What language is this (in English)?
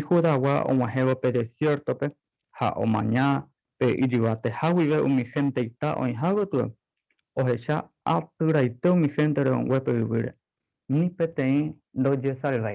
Guarani